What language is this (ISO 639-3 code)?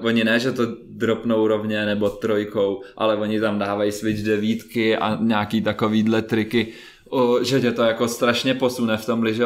ces